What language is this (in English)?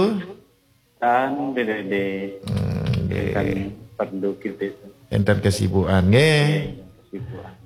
Balinese